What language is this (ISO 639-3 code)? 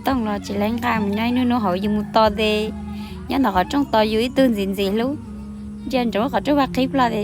hmn